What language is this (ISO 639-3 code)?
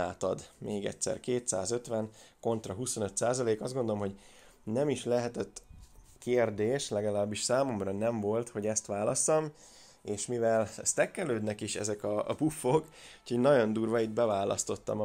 hun